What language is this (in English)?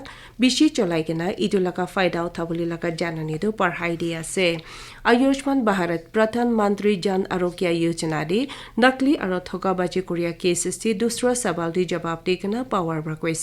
Naga Pidgin